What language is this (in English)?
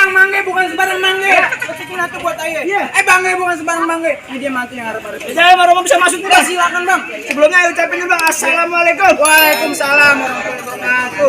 Betawi